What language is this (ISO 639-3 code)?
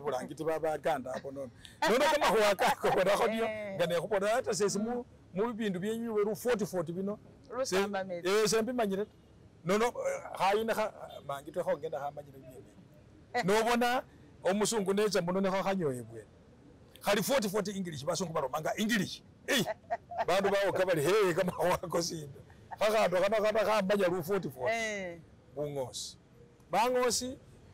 myx